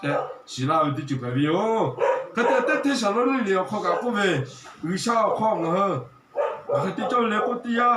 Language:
Lahu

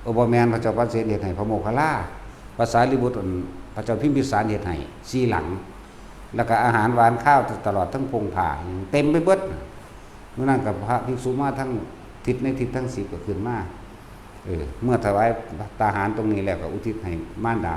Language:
Northeastern Thai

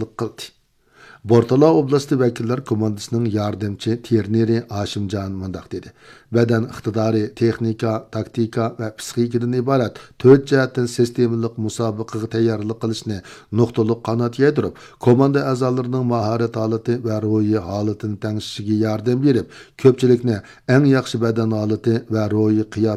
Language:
Uyghur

